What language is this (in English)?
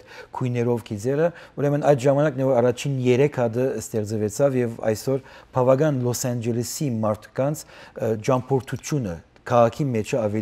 Western Armenian